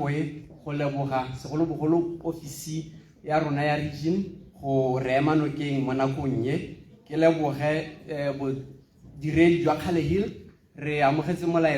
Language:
Tswana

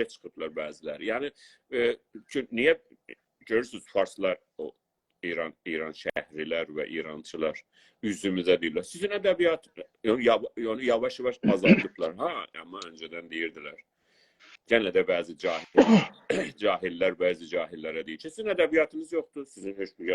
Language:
South Azerbaijani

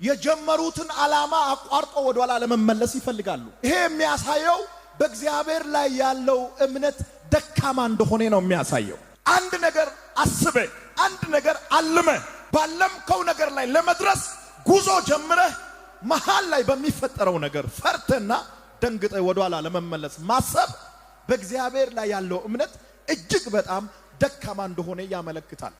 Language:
Amharic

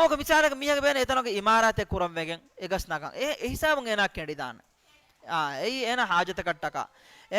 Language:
Divehi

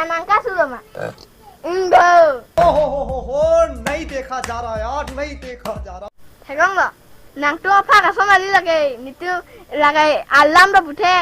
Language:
Karbi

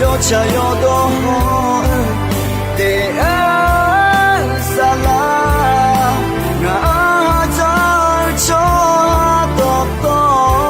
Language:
Akha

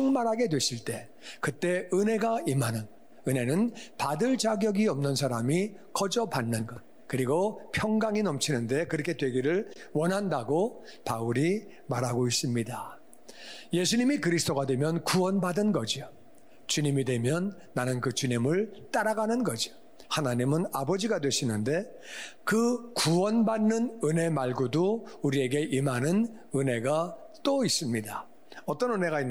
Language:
Korean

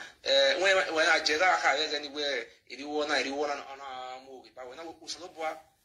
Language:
Nigerian Pidgin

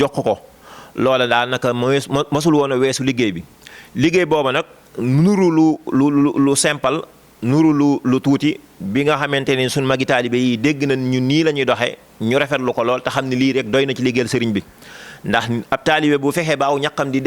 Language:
Wolof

